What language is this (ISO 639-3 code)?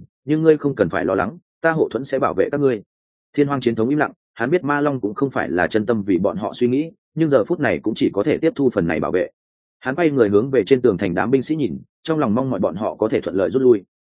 vie